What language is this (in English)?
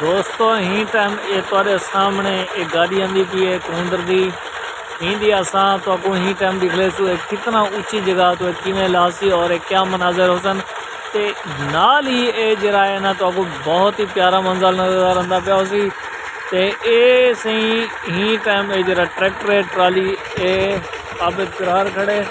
Saraiki